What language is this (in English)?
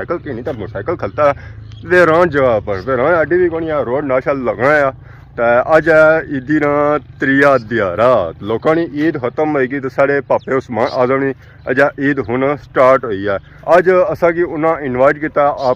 Pahari-Potwari